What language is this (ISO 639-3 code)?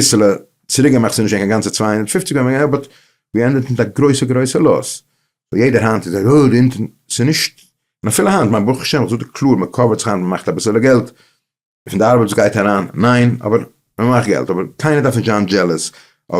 yid